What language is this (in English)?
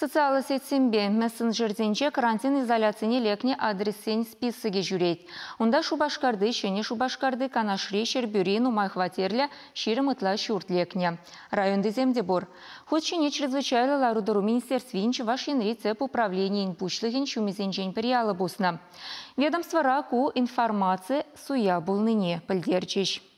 Chuvash